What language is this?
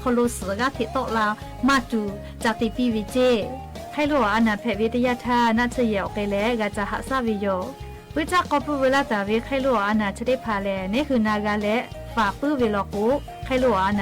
Lahu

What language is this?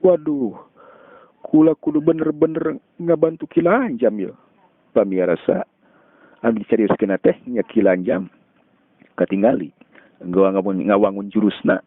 Sundanese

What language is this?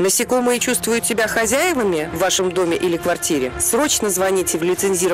Russian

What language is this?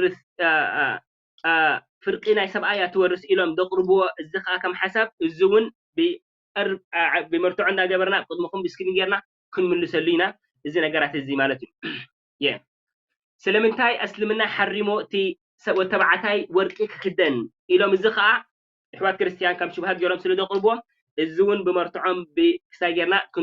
Tigrinya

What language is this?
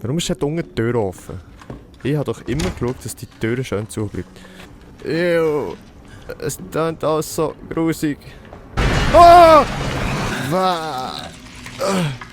Swiss German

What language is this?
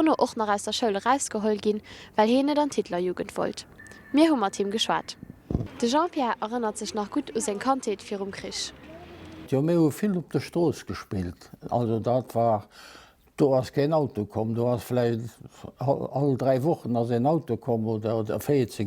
Luxembourgish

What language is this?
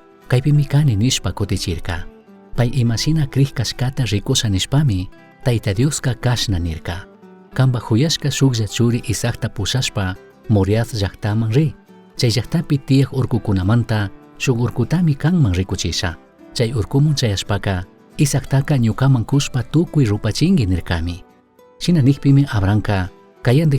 Chimborazo Highland Quichua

